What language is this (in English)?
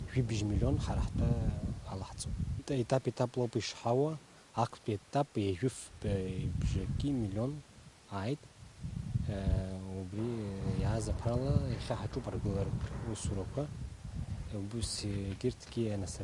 Abkhazian